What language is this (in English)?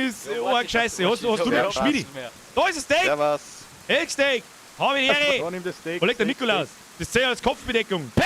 Bavarian